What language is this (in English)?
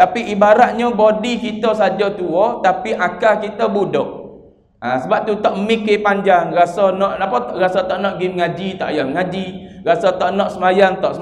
Malay